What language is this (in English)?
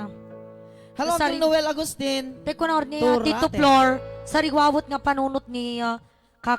Iloko